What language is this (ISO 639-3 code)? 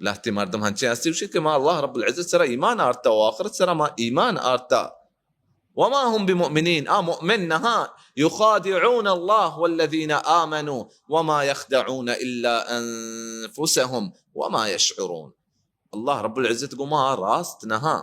bal